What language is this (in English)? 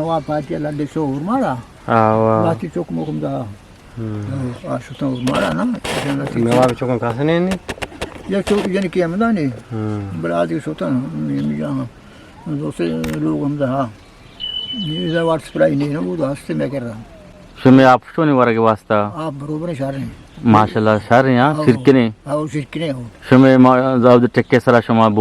Eastern Balochi